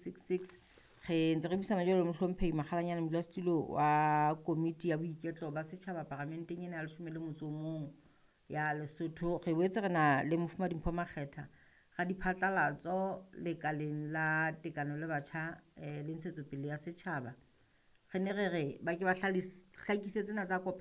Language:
Southern Sotho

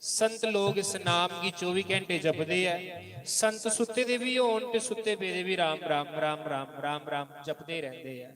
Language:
Dogri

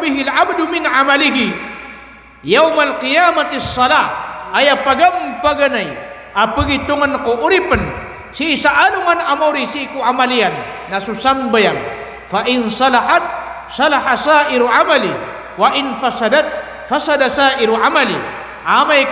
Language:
Maranao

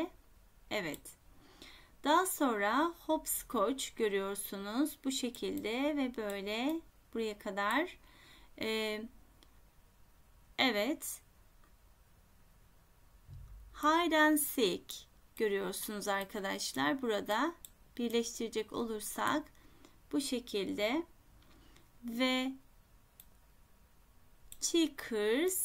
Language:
Turkish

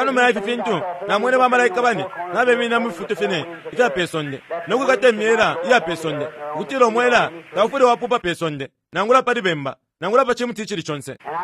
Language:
Bemba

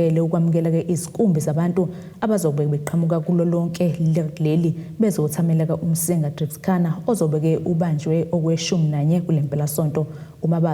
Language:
Zulu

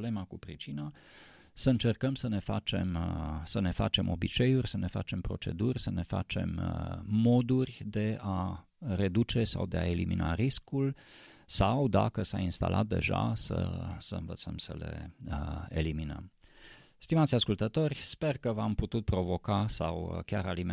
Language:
Romanian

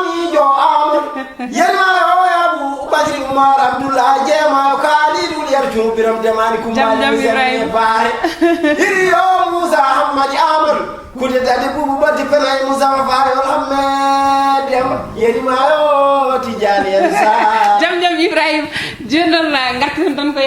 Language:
Fula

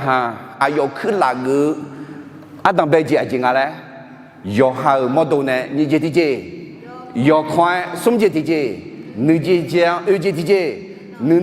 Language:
Akha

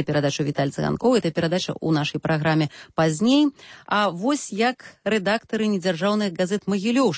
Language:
Belarusian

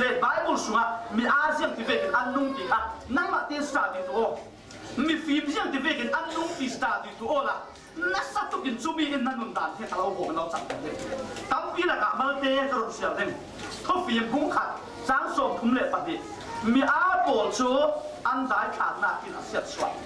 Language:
Falam Chin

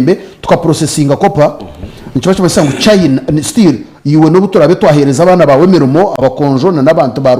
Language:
Nyankole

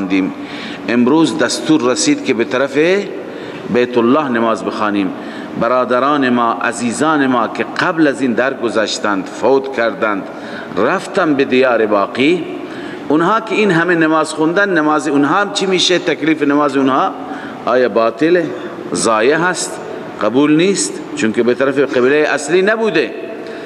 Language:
Persian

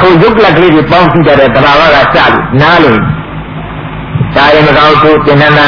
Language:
Burmese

